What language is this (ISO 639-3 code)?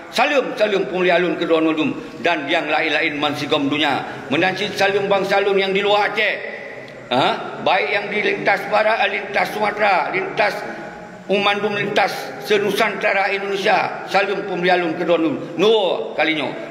ace